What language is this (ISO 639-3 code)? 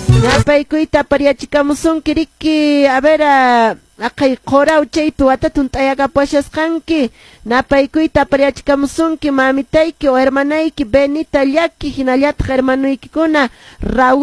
que